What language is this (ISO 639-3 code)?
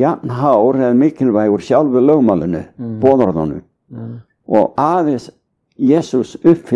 isl